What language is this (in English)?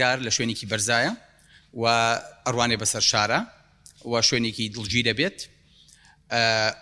Central Kurdish